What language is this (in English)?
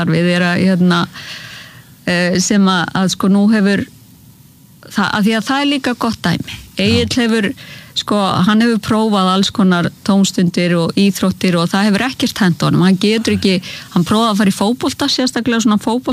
Icelandic